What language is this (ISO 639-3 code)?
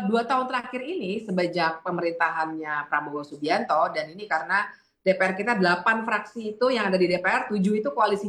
ind